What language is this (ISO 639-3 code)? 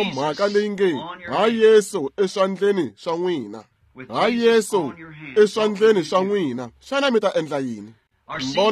tso